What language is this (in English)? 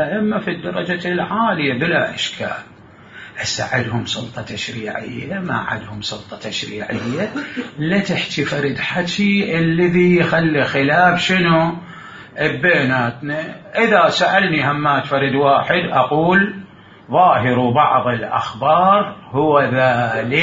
Mesopotamian Arabic